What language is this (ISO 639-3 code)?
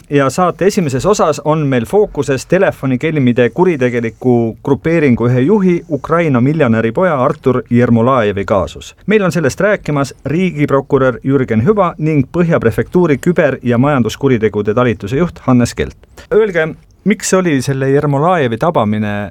est